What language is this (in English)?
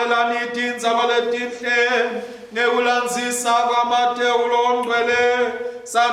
Swati